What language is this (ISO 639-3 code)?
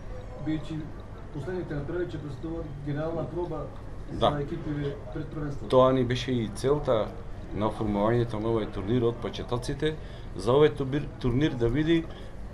mkd